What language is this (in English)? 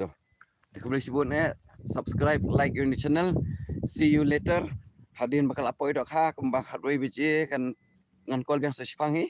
Khasi